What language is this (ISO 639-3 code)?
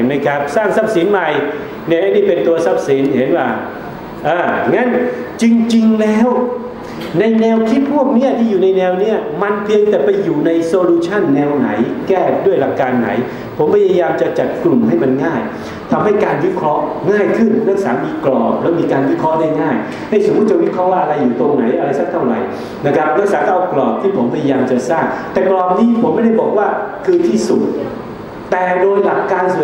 tha